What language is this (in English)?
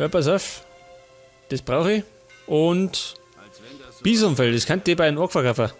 Bavarian